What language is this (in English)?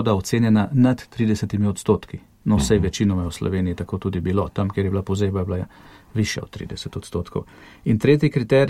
Slovenian